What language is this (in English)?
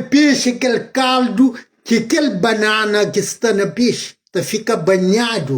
Kabuverdianu